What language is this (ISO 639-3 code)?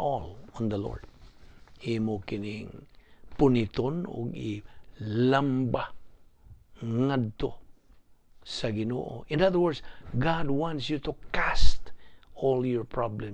ceb